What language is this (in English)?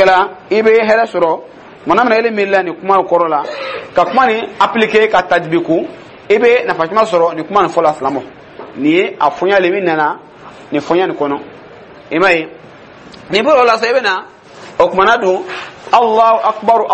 Dyula